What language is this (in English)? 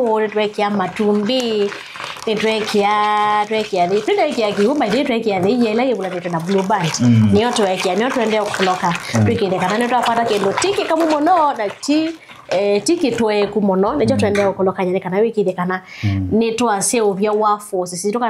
Kamba